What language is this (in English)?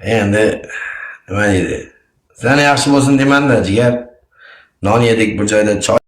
Uzbek